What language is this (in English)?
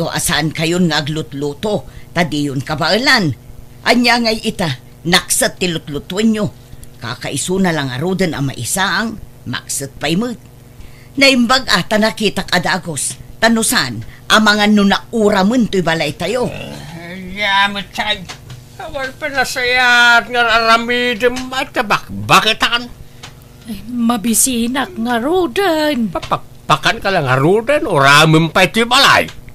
Iloko